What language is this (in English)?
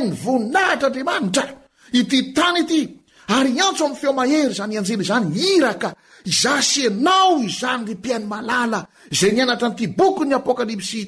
Malagasy